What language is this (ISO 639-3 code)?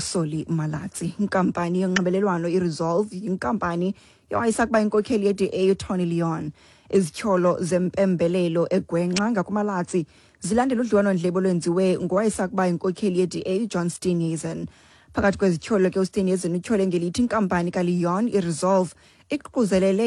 xho